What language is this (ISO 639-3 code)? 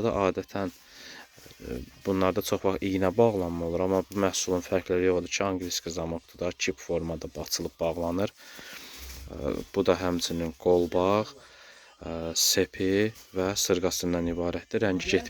aze